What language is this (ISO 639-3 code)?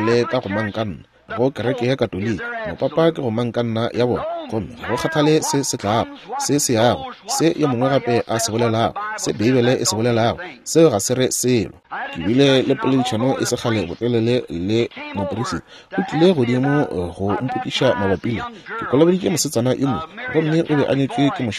nso